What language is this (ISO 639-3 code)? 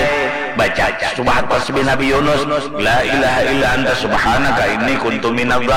bjn